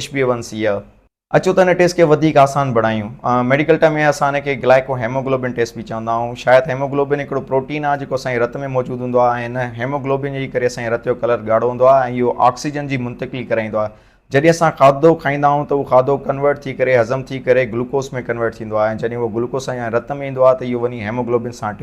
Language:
Sindhi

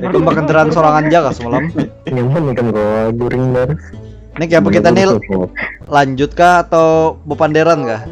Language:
Banjar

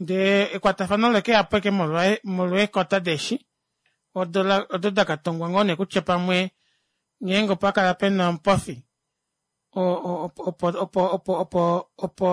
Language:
Kuanyama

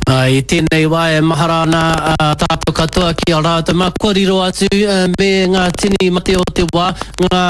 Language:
Māori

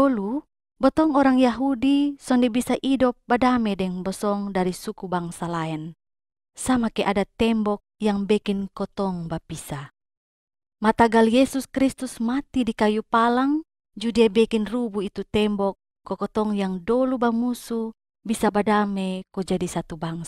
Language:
Kupang Malay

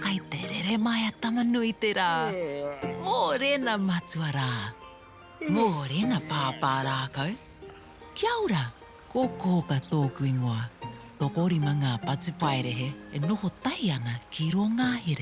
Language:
Māori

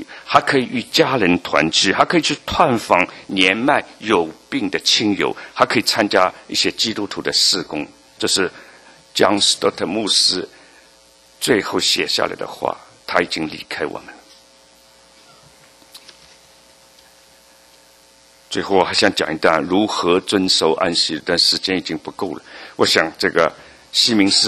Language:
Chinese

